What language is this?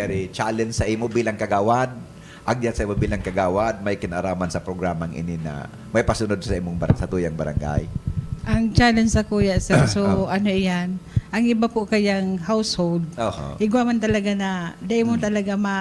Bikol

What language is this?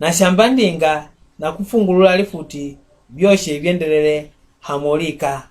Mbunda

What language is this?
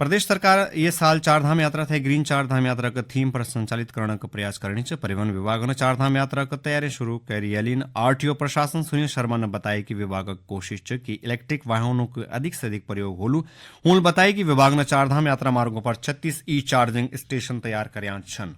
Garhwali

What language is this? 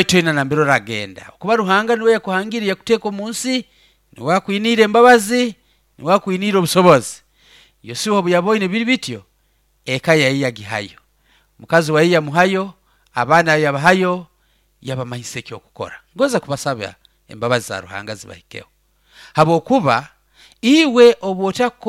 Nyoro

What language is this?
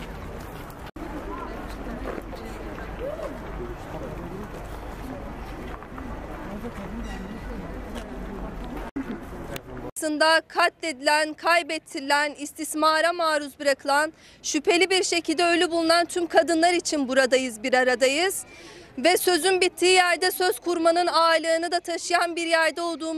Turkish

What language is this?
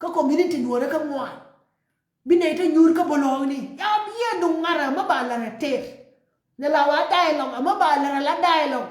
Nuer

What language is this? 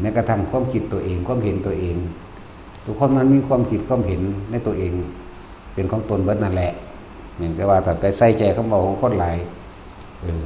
Northeastern Thai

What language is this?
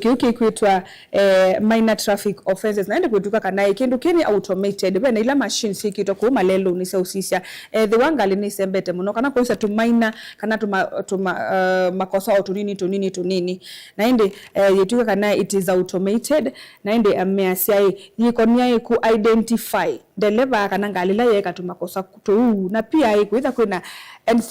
Kamba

